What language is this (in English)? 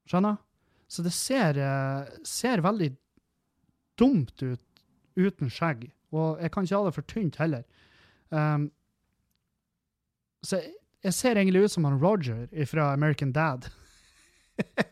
Norwegian